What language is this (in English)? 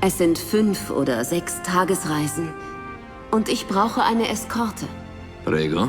Bavarian